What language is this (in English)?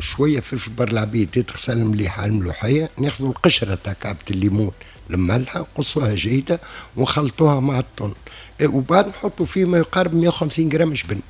Tunisian Arabic